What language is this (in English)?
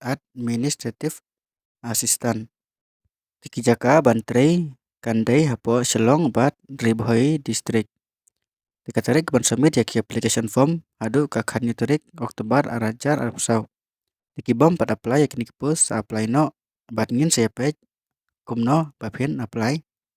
Khasi